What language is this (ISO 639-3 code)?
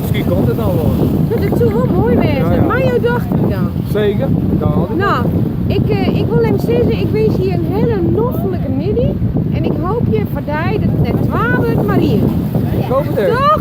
fry